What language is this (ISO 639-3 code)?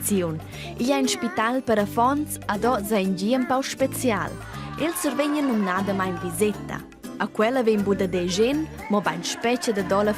roh